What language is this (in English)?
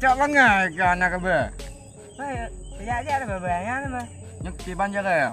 Achinese